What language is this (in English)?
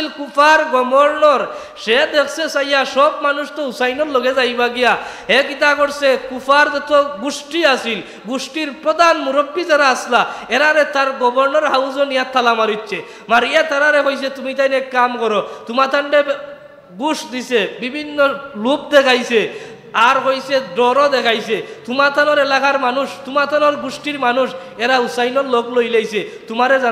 Sylheti